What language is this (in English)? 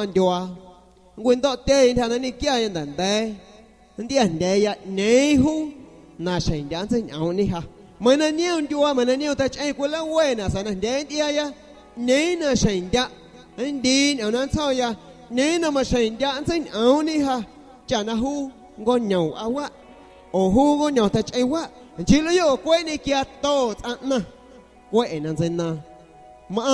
San Pedro Amuzgos Amuzgo